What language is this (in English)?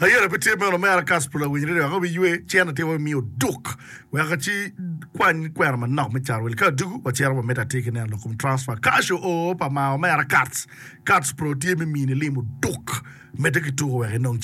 Acoli